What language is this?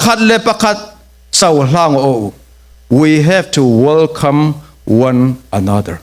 Falam Chin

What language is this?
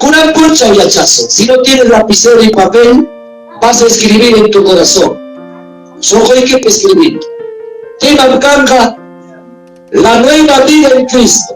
Ayacucho Quechua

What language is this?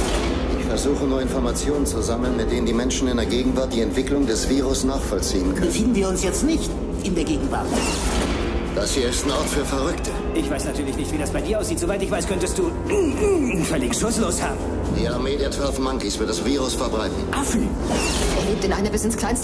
German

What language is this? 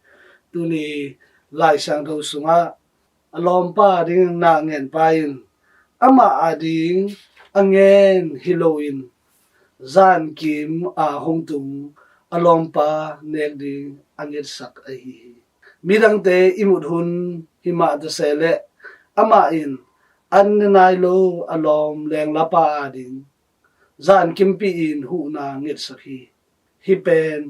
Tedim Chin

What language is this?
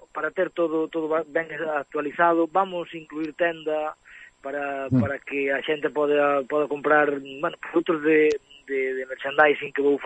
Galician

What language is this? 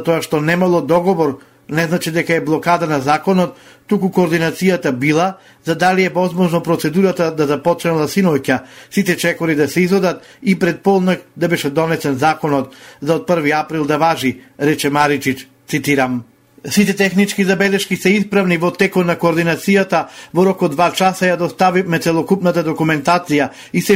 Macedonian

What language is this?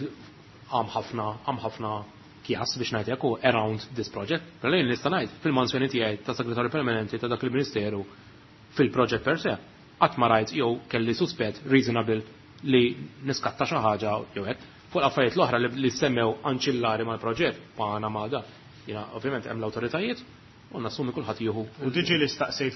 Maltese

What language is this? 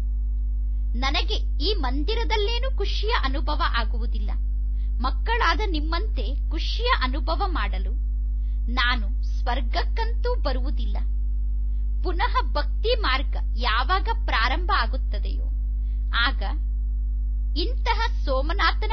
Kannada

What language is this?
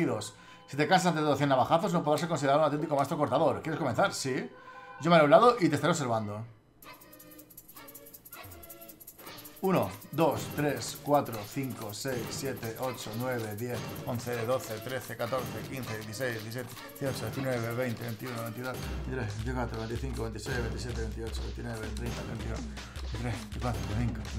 Spanish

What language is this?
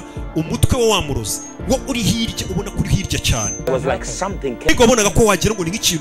Kinyarwanda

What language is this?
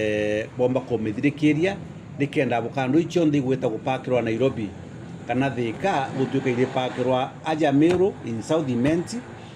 Meru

